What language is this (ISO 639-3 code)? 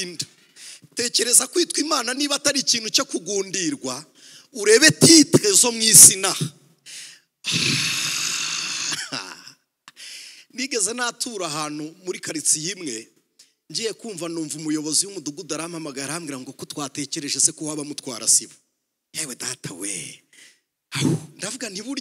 kin